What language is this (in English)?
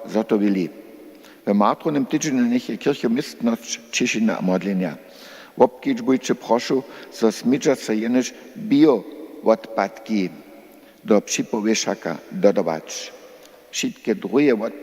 Upper Sorbian